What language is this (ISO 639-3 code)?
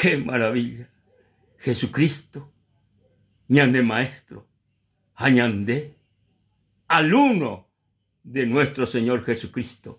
grn